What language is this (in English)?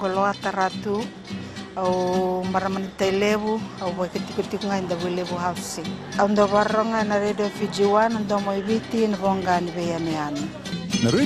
Fijian